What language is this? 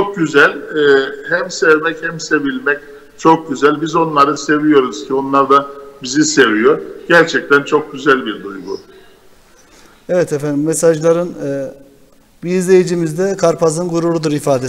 Turkish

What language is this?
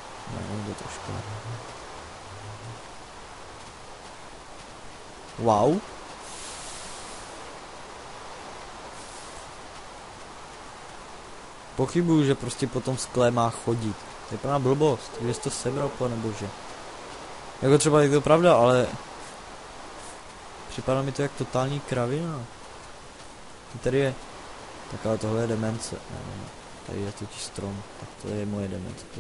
Czech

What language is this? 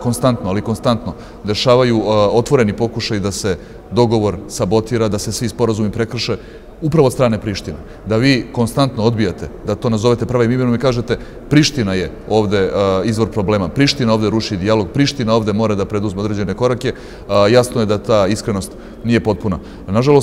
Serbian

